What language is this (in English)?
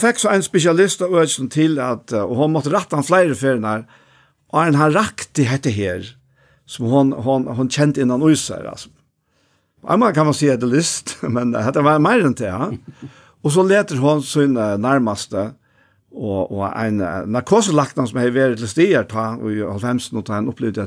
Faroese